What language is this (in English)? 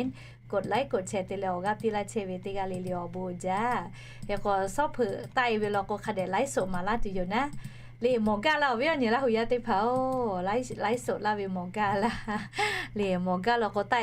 Lahu